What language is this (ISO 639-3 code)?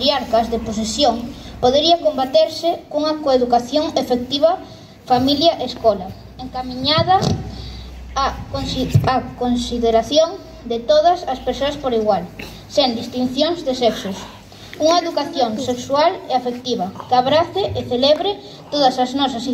glg